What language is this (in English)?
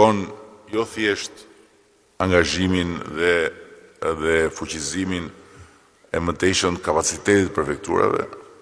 Albanian